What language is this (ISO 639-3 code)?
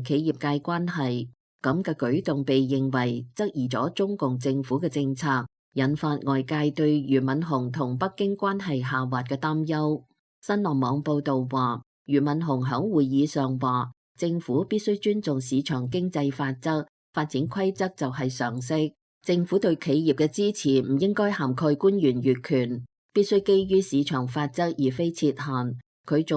yue